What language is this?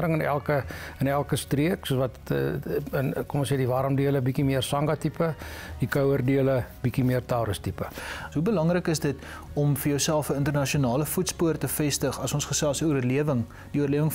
Afrikaans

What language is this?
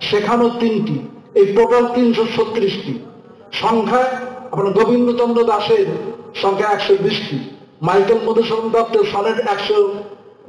Bangla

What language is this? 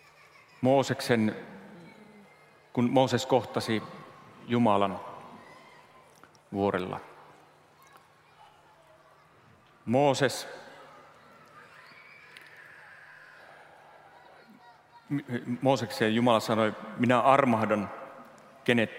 Finnish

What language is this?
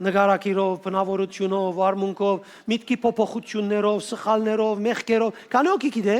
Western Armenian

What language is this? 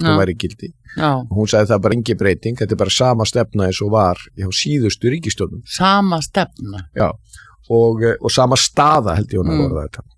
Icelandic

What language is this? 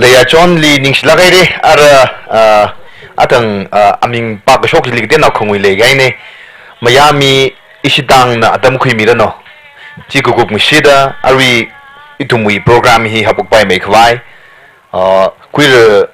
Tangkhul Naga (India)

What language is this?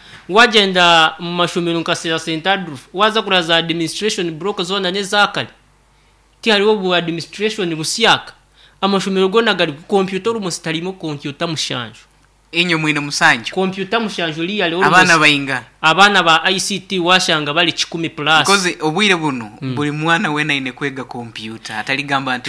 Nyankole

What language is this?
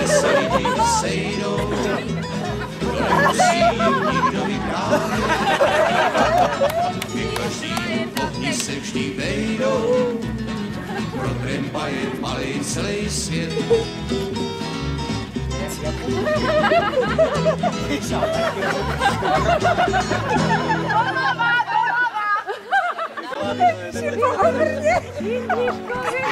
Czech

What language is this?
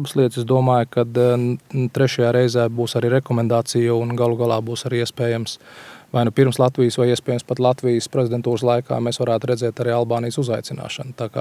Latvian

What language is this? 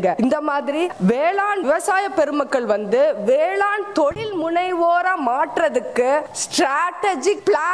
Tamil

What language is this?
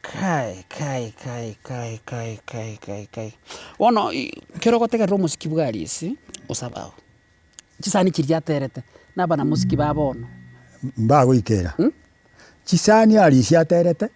Gusii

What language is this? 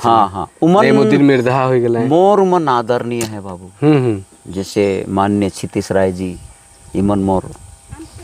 Sadri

